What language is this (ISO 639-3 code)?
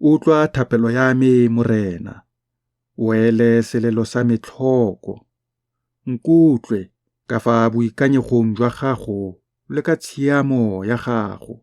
tsn